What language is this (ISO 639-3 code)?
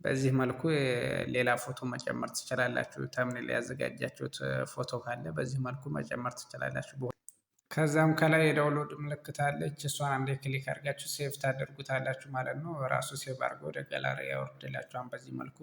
amh